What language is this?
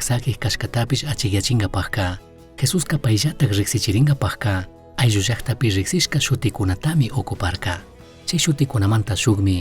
Chimborazo Highland Quichua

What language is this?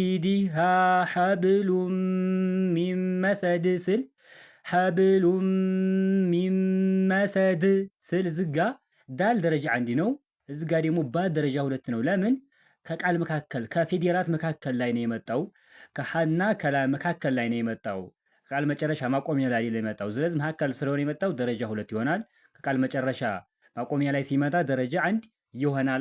Amharic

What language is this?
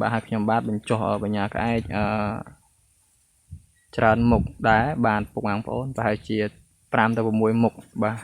Khmer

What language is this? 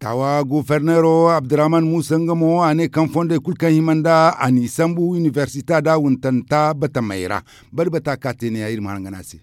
Zarma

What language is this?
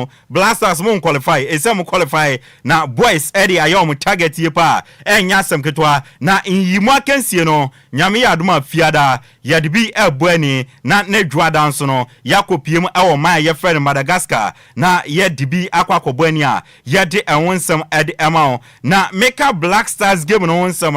Akan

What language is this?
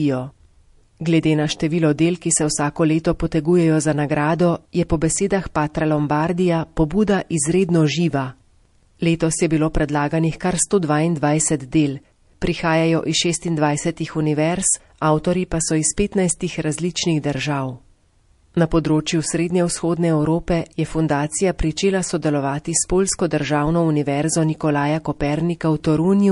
Slovenian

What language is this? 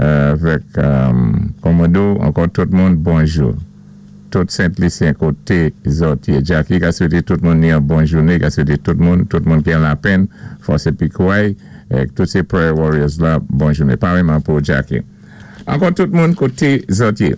Saint Lucian Creole French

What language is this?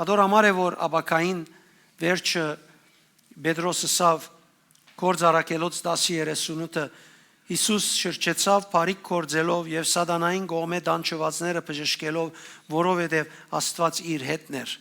Western Armenian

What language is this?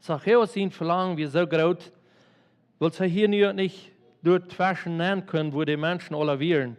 Plautdietsch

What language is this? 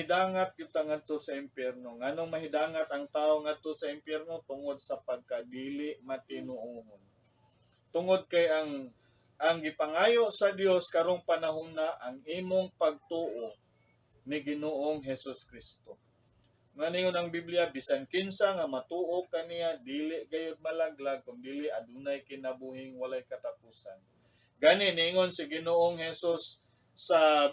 Cebuano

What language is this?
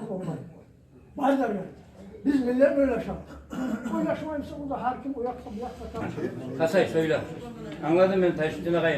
Kumyk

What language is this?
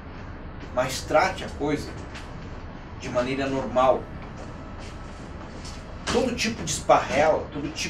Portuguese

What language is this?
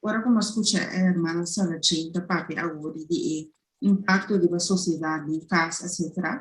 Papiamento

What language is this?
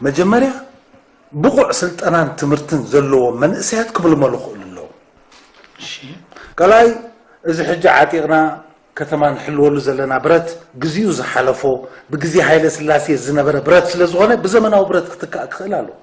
Tigrinya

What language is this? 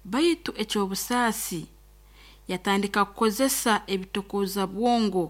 Nyoro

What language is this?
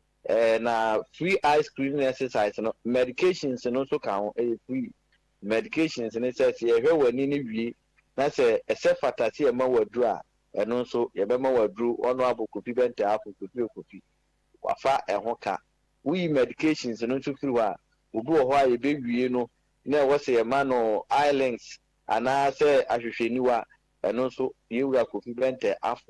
Akan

